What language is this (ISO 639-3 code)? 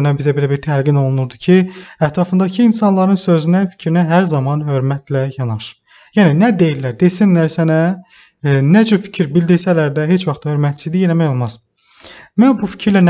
aze